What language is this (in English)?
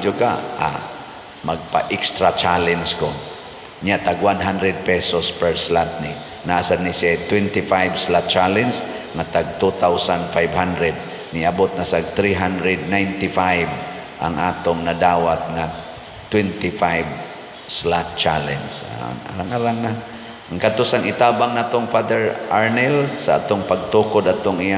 Cebuano